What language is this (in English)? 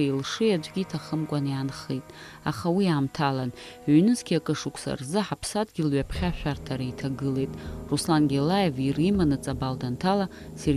Abkhazian